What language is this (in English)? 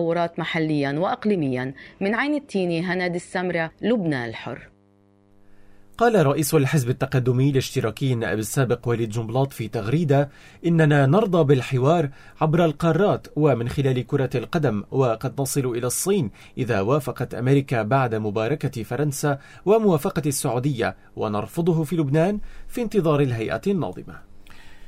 Arabic